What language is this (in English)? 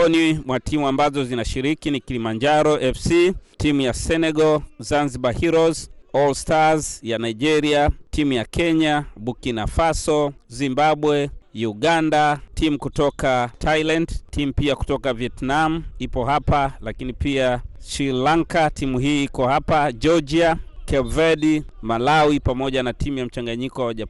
Swahili